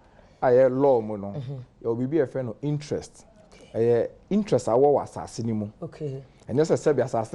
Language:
Akan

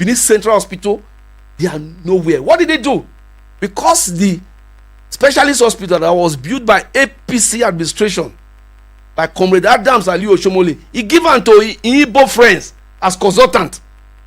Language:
Nigerian Pidgin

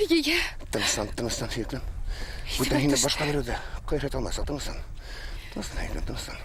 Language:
Bashkir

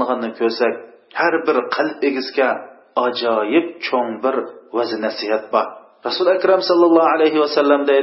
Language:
Uyghur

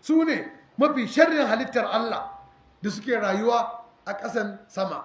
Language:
Hausa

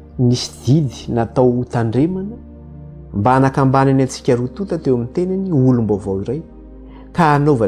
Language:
Malagasy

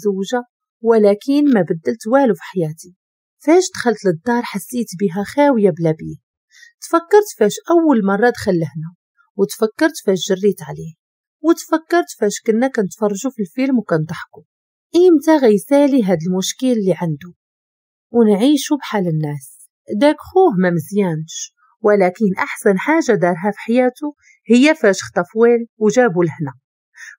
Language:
Moroccan Arabic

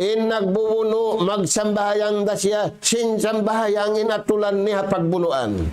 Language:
Tausug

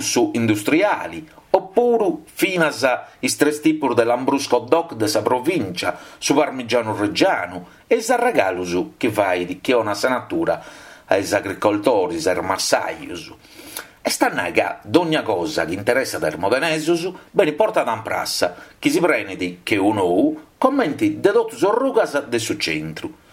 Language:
Sardinian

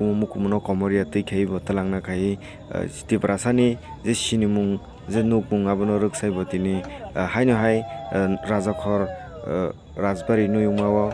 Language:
Kok Borok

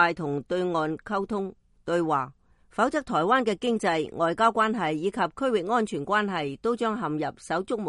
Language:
Cantonese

